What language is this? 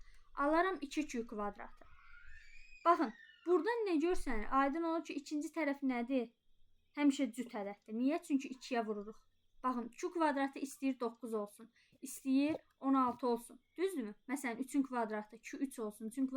Azerbaijani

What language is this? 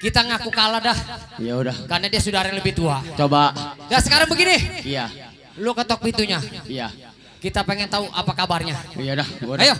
Betawi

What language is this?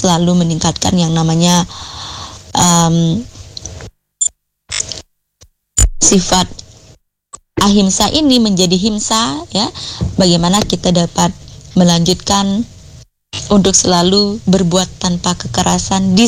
Indonesian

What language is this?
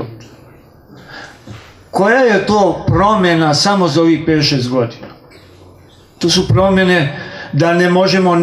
Serbian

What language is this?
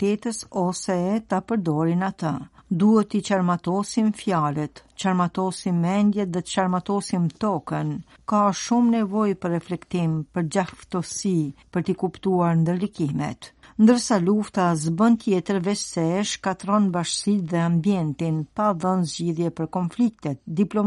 Albanian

